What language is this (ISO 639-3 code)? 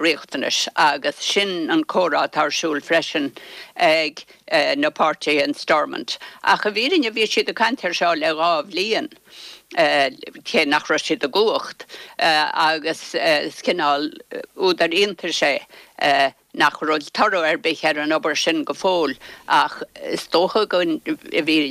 gle